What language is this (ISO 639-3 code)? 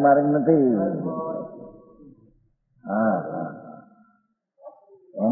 guj